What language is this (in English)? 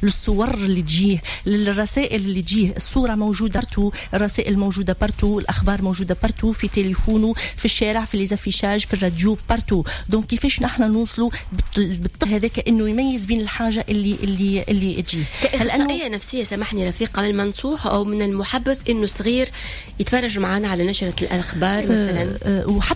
Tunisian Arabic